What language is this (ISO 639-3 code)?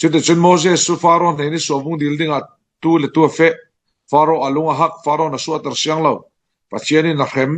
cfm